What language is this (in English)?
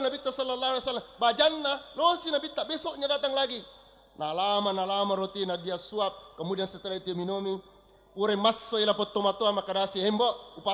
Buginese